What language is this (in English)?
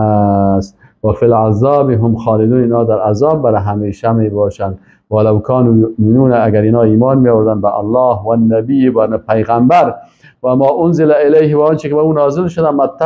Persian